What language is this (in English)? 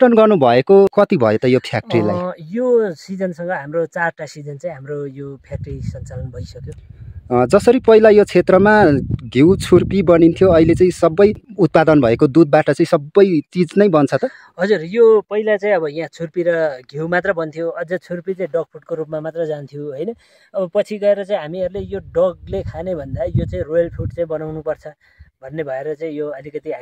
Nepali